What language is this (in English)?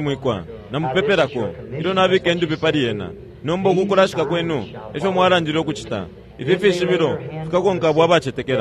Bemba